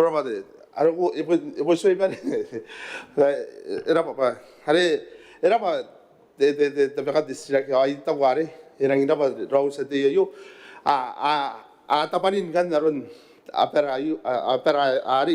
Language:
Gilbertese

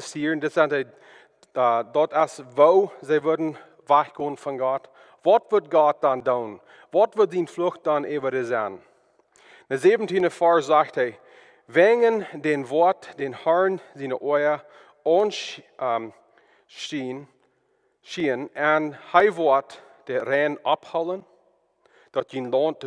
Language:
Plautdietsch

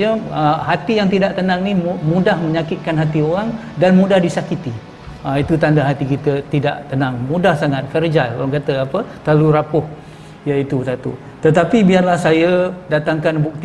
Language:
Malay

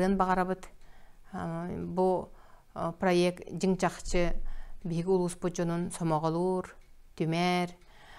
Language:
Yakut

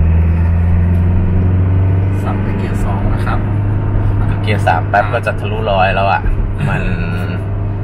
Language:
Thai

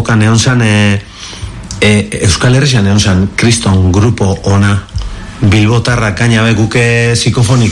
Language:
Basque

